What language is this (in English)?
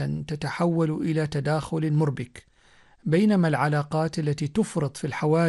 Arabic